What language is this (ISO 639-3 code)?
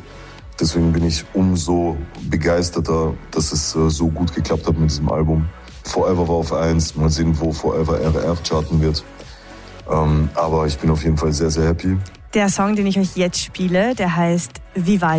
deu